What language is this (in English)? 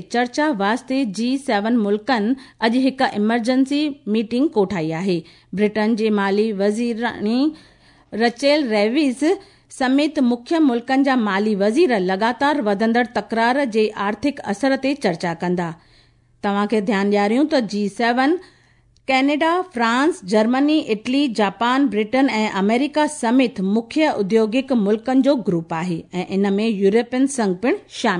Sindhi